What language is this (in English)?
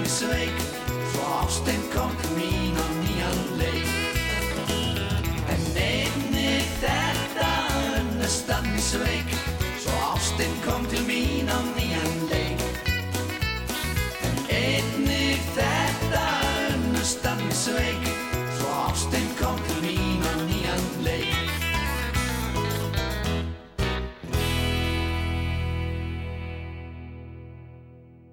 Icelandic